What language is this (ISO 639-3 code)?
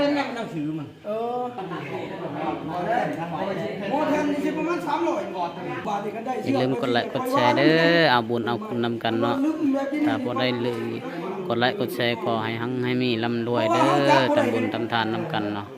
lao